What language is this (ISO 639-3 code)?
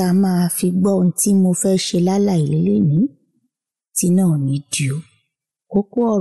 yor